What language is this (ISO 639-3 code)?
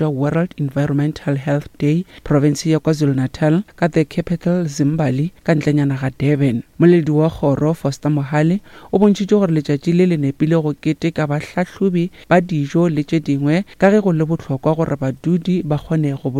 nso